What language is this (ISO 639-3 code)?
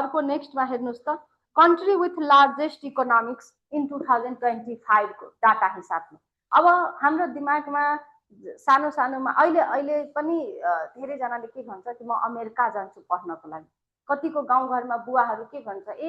nep